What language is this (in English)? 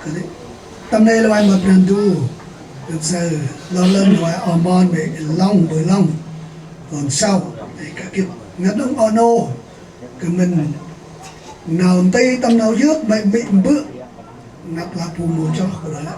Central Mnong